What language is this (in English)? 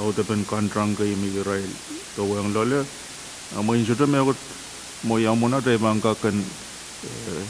Pohnpeian